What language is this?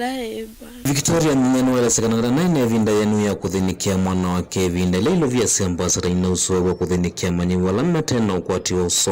Kamba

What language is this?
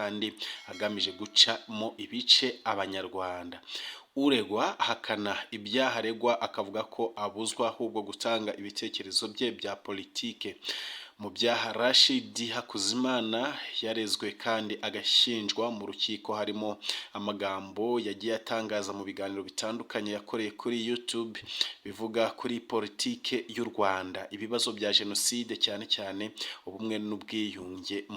Kinyarwanda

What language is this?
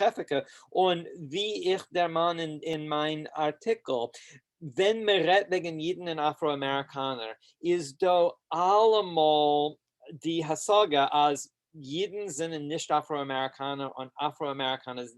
Yiddish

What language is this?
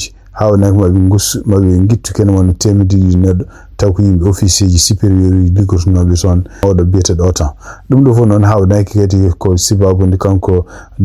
Fula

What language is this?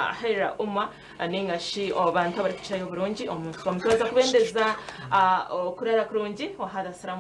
Nyankole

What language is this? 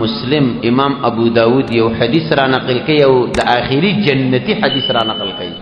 Pashto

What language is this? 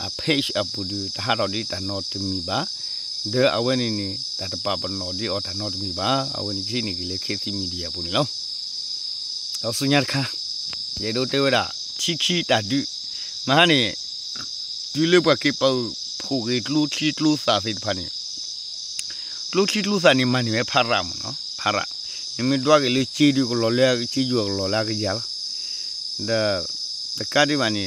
S'gaw Karen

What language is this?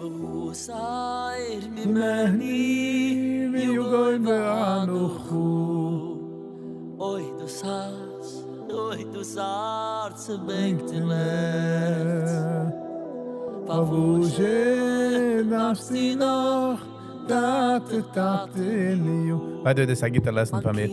Yiddish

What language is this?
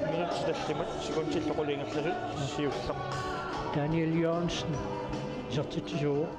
Kalaallisut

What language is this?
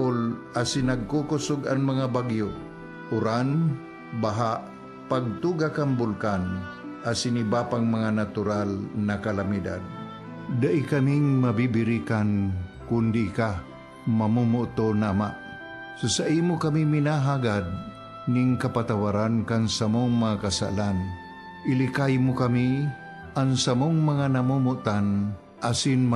Bikol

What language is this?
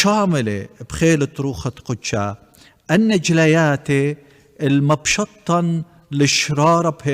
Assyrian Neo-Aramaic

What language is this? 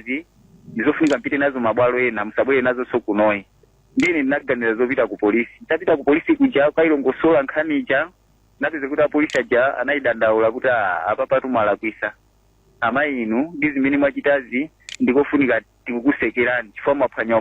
Nyanja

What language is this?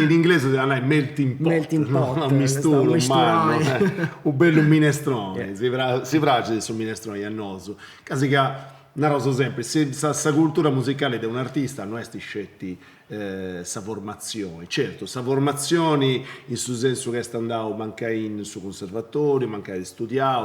Sardinian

